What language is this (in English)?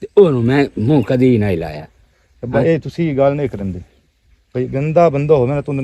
Western Panjabi